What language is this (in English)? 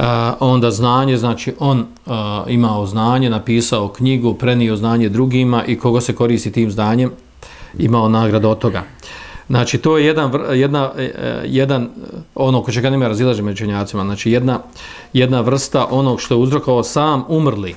Bosnian